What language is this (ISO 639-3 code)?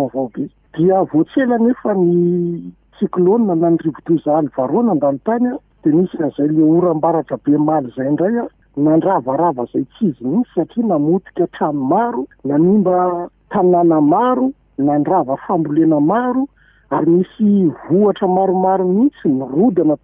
mlg